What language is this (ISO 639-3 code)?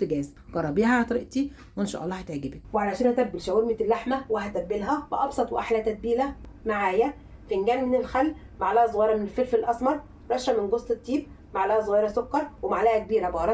arz